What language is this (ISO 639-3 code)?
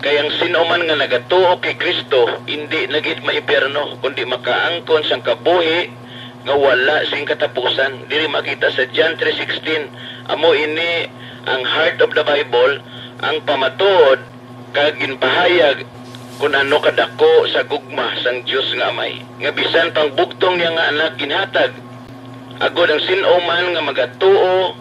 hil